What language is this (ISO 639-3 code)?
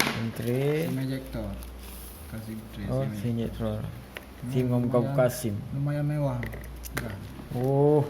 ace